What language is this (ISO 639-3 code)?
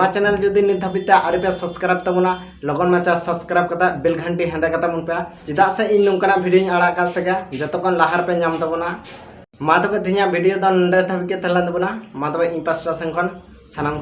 sat